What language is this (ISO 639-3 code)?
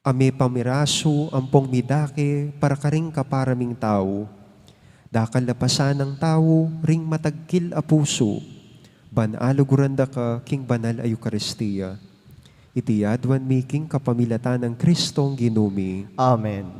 pam